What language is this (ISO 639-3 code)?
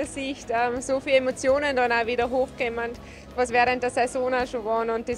deu